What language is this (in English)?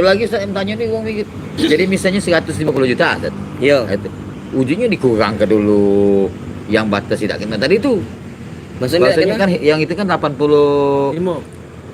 Musi